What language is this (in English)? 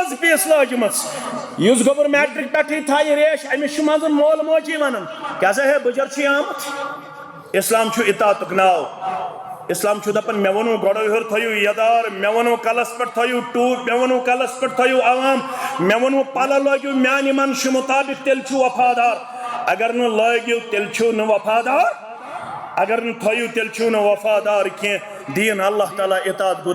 Kashmiri